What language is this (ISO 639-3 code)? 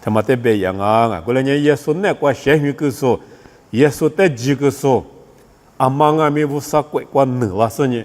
lis